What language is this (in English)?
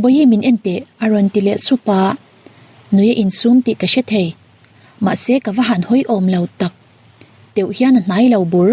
Mizo